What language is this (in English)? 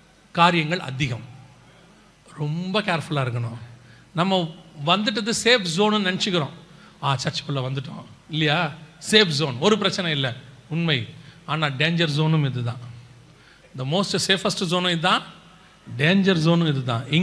Tamil